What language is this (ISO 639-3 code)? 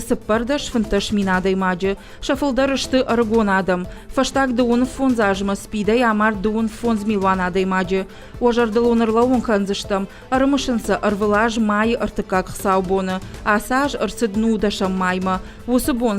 oss